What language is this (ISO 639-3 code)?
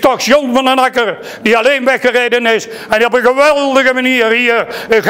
nld